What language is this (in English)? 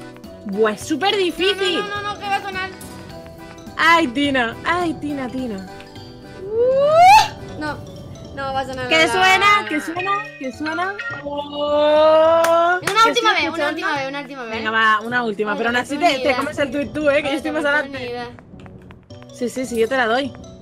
Spanish